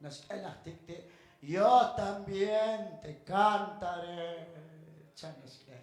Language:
Kekchí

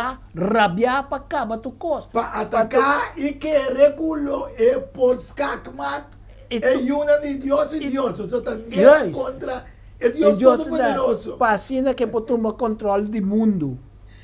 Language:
Papiamento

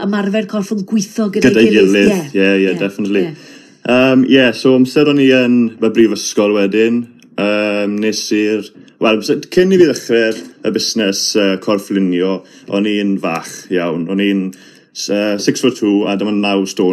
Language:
Welsh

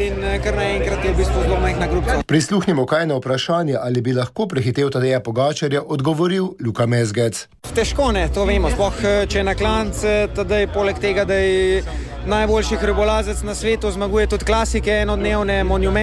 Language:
Slovenian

